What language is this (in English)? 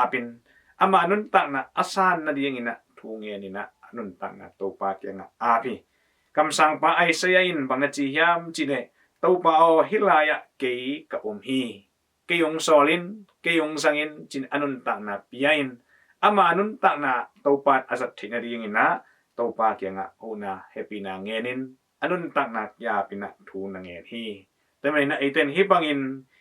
Tedim Chin